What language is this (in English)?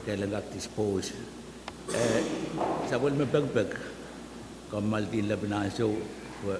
Pohnpeian